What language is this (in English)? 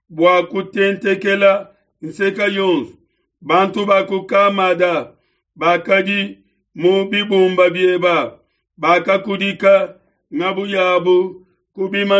Luba-Lulua